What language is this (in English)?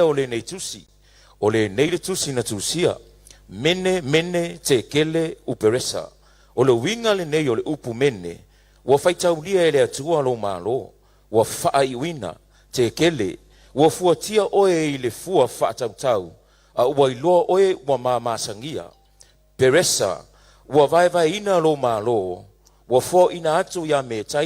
Samoan